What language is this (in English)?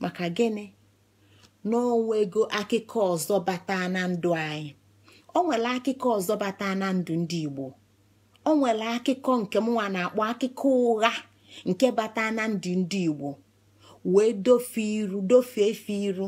Igbo